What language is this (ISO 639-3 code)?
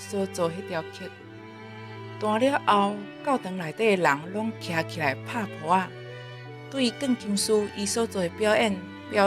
nan